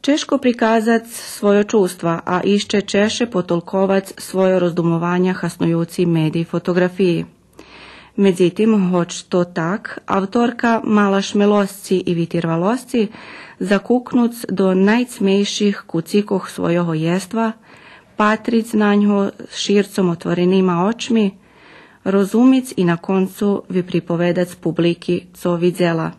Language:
Rusyn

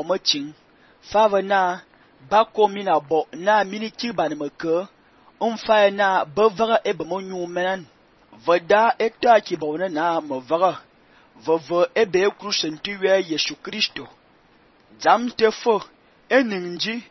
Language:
Fang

